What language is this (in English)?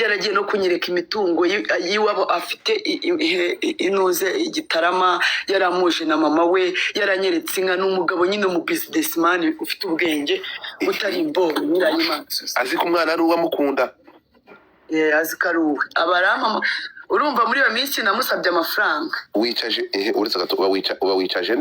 Kinyarwanda